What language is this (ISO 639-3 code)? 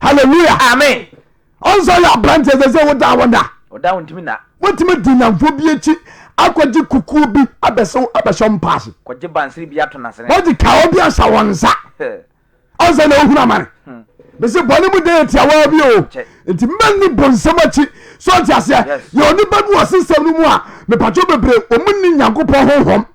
aka